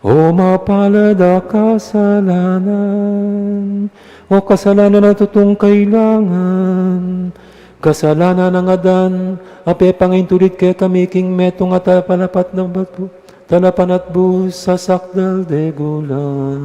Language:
Pampanga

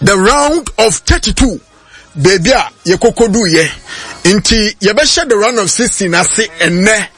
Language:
Akan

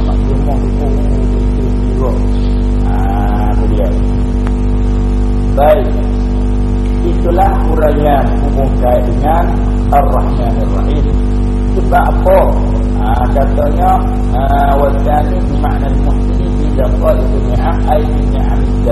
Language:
Malay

